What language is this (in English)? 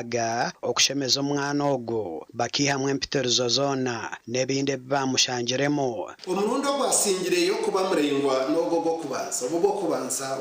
Nyankole